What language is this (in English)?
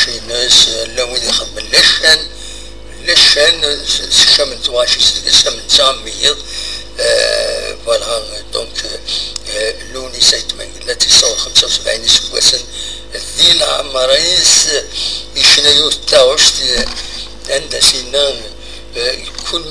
Kabyle